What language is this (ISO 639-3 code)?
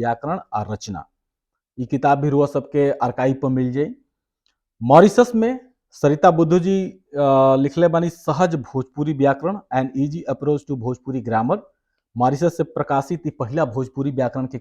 bho